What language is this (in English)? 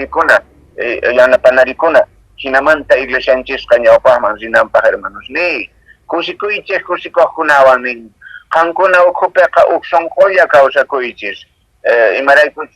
Quechua